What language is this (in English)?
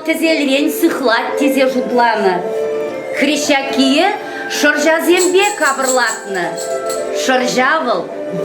Chuvash